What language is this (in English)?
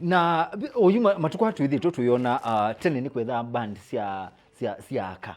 Kamba